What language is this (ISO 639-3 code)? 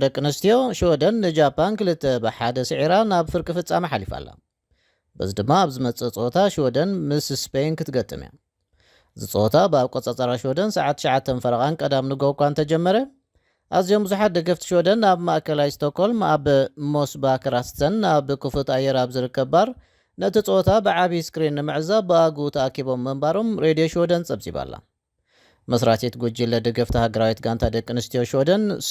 tir